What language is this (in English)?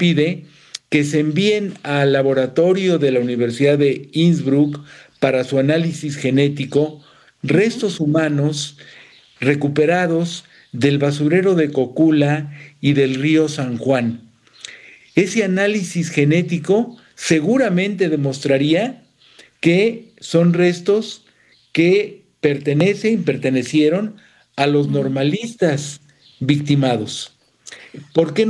Spanish